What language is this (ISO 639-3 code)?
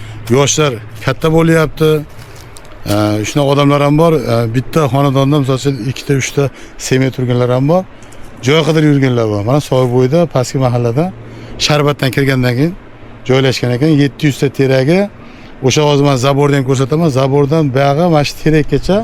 uzb